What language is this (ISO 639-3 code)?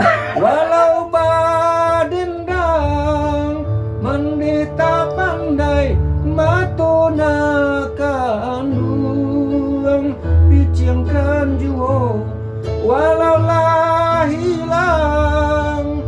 min